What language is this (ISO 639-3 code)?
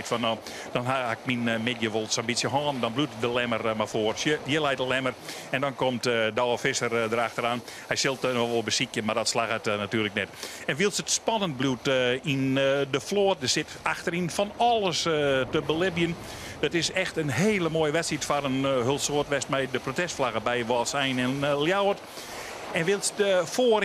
fry